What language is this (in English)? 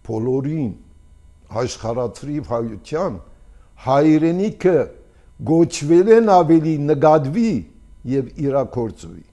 Armenian